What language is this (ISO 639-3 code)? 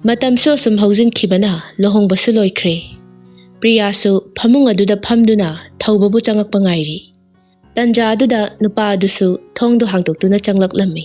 mni